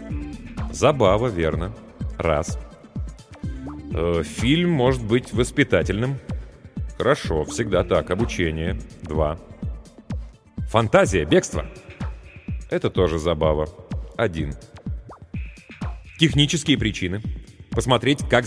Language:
Russian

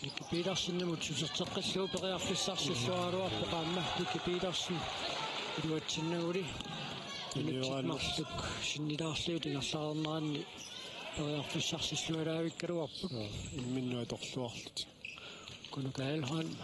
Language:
Kalaallisut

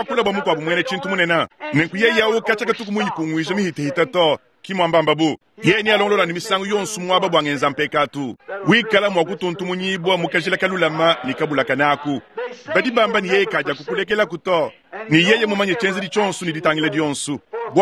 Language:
Luba-Lulua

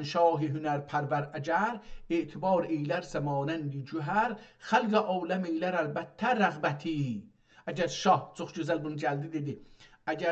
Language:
South Azerbaijani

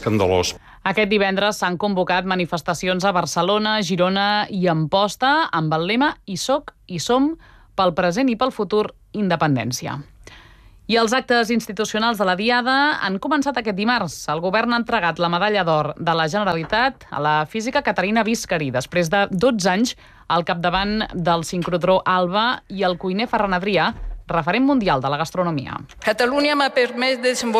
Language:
Catalan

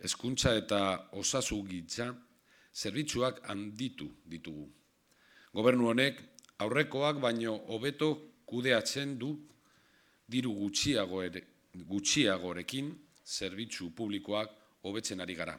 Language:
Basque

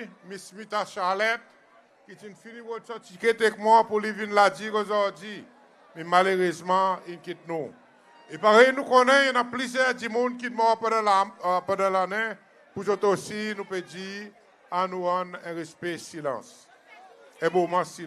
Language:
Seselwa Creole French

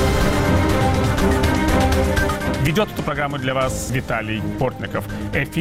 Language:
Russian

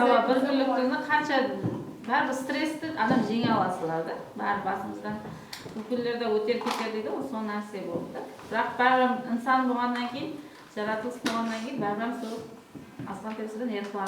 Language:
Kara-Kalpak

